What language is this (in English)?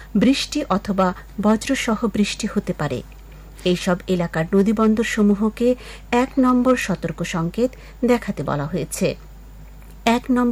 Bangla